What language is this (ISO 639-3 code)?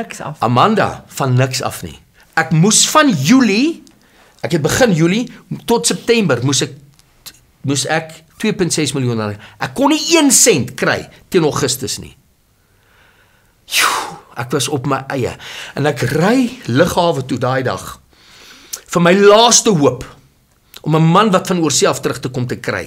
afr